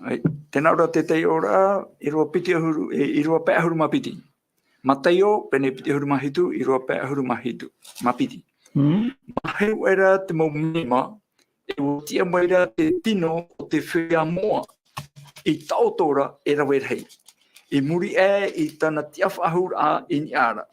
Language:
Tahitian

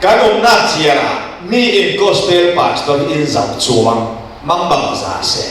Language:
Falam Chin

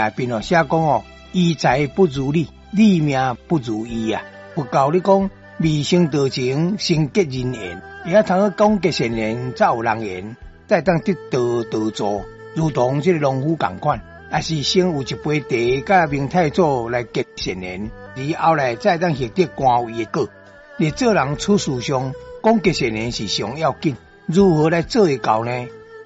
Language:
Min Nan Chinese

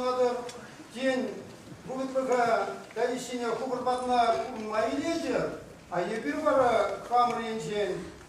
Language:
Chuvash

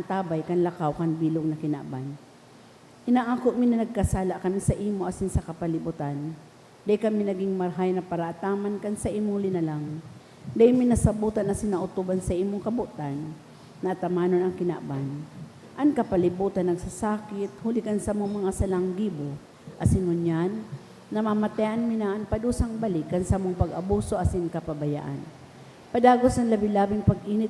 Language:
Bikol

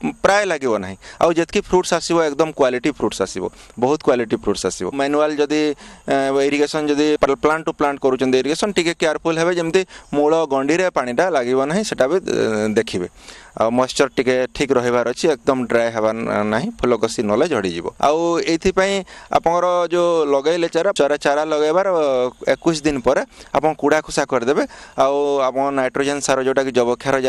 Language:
Odia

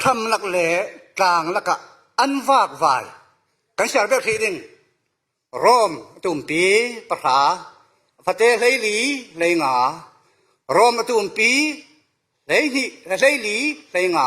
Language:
Falam Chin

